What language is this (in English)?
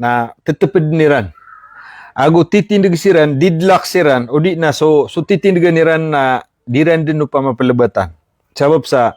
Maranao